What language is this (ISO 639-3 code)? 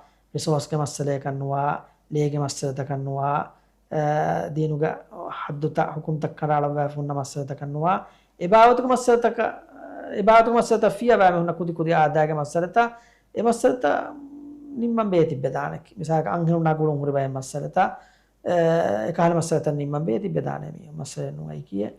div